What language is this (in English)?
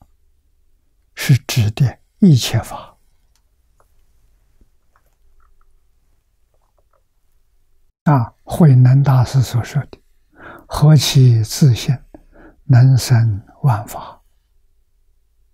Chinese